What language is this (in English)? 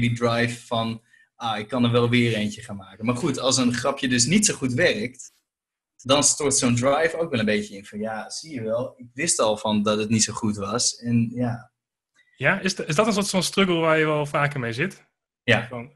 Dutch